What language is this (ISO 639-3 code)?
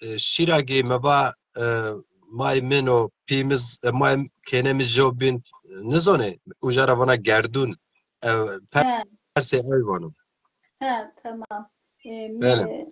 zza